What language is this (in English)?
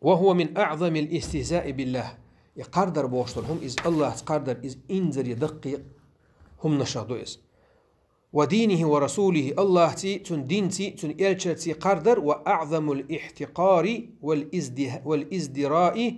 Chechen